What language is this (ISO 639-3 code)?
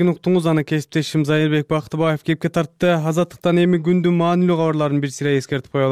kir